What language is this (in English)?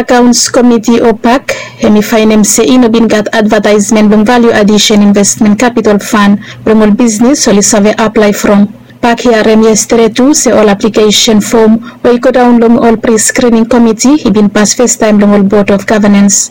Bislama